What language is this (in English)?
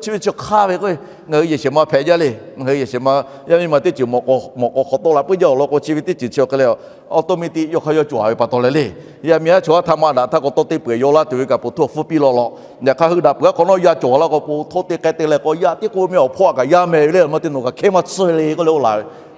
Lahu